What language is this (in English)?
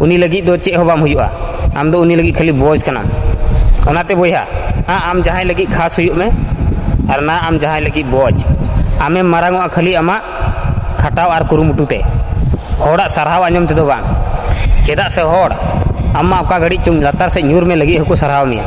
Santali